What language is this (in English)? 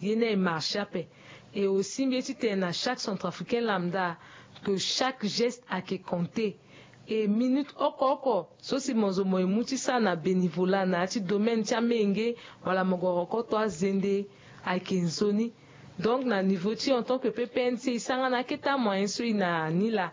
Sango